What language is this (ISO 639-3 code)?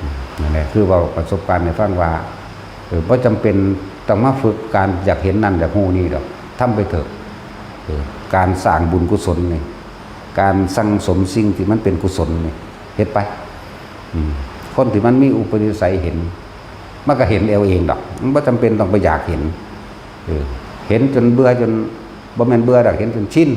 tts